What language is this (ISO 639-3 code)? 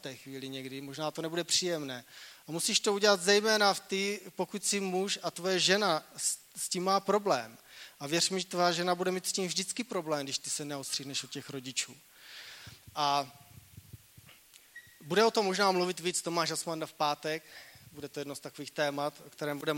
ces